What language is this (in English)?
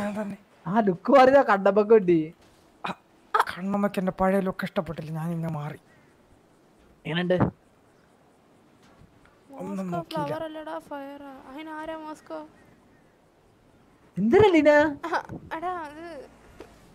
Malayalam